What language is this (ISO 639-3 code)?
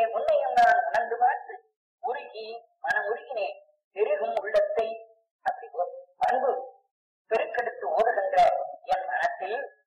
tam